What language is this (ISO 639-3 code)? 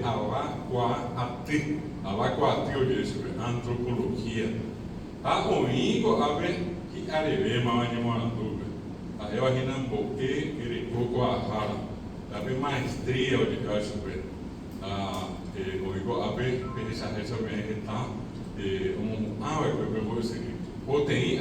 grn